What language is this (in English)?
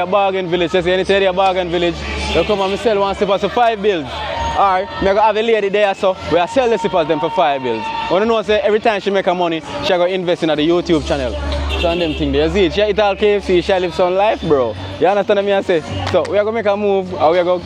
Jamaican Creole English